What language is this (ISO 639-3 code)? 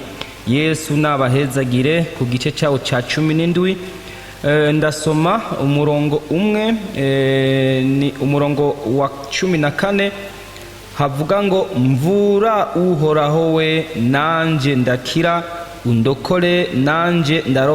run